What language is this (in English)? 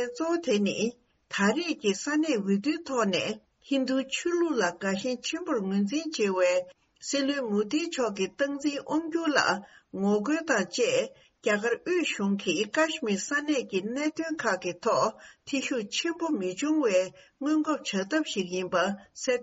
Tibetan